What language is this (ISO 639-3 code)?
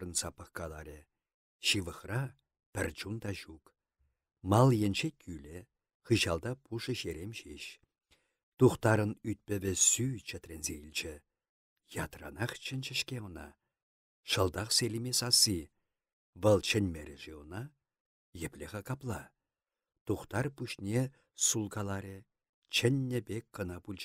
chv